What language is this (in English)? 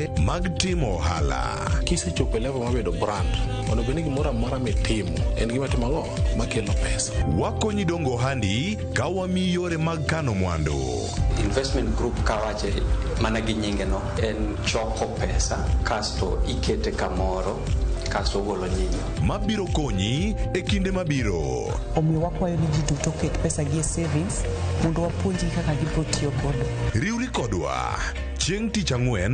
Luo (Kenya and Tanzania)